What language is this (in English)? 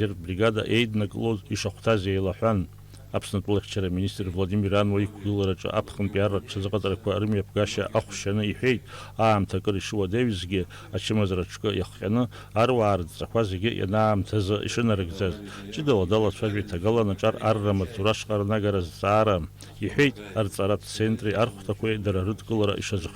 Abkhazian